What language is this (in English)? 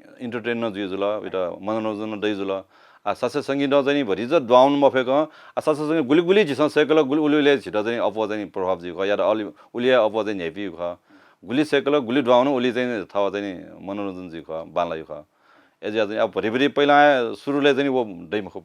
Newari